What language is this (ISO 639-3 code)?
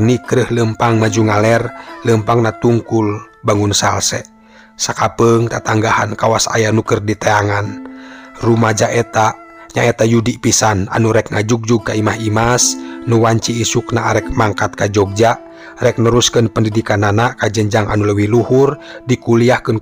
sun